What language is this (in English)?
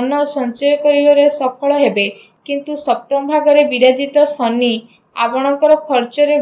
Odia